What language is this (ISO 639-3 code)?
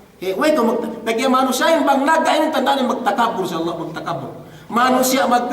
yka